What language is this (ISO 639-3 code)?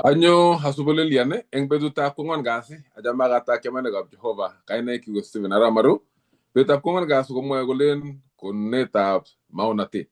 kln